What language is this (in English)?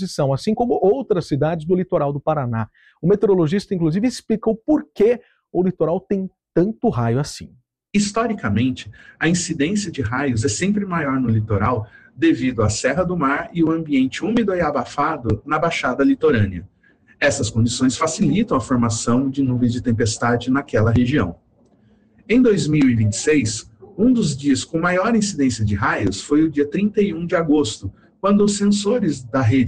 Portuguese